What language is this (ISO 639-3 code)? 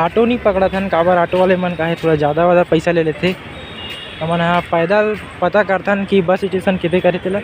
hne